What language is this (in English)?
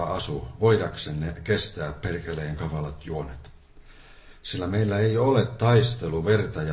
Finnish